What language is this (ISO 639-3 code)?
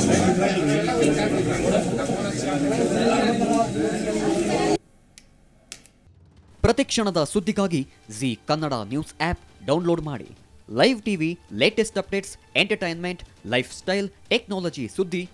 kan